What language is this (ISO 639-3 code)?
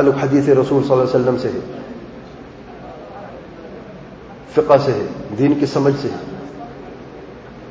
urd